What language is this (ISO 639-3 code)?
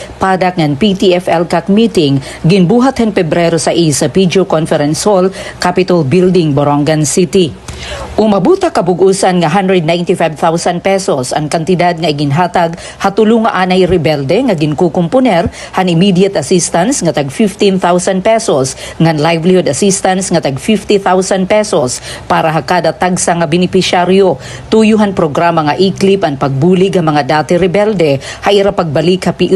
war